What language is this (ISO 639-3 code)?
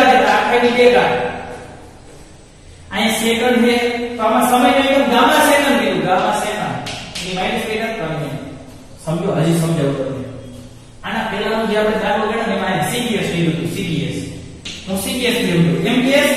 guj